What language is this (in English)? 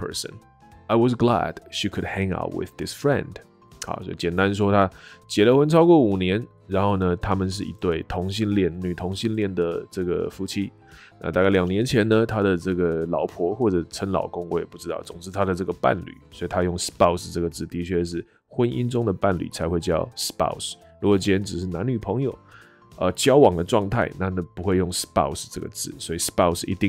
Chinese